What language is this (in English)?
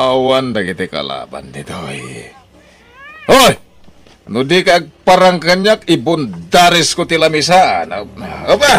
Iloko